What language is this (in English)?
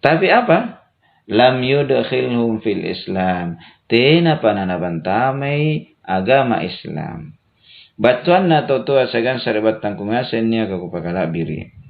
Makasar